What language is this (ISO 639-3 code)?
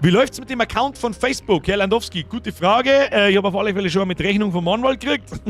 bar